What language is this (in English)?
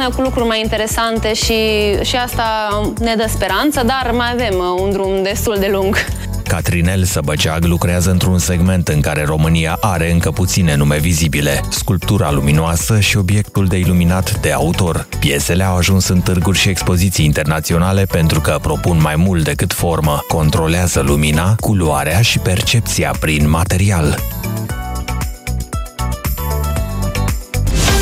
Romanian